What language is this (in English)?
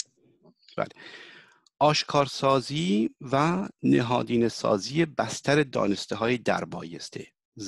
Persian